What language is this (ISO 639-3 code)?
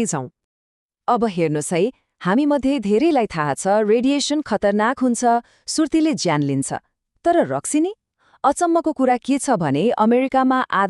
nep